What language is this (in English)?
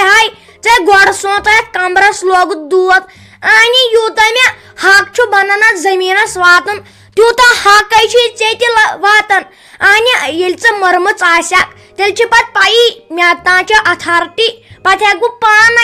Kashmiri